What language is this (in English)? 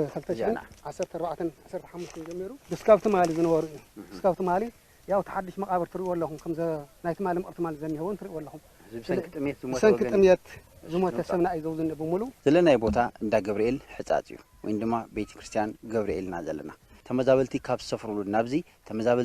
Tigrinya